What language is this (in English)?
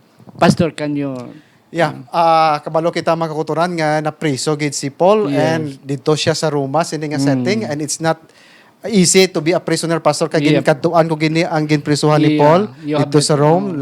Hiligaynon